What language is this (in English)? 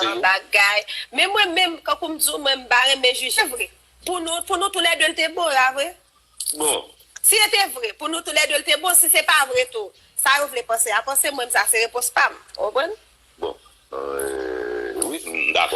Haitian Creole